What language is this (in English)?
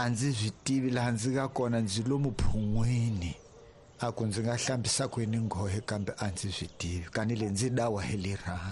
Tsonga